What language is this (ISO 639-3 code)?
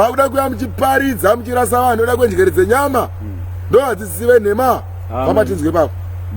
sna